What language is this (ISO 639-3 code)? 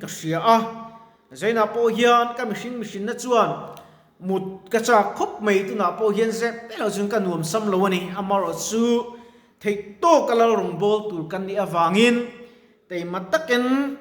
lus